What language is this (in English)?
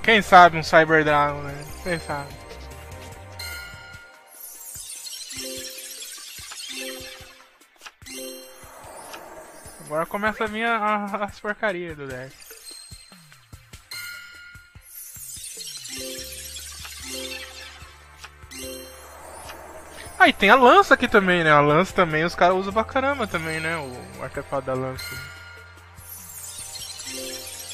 Portuguese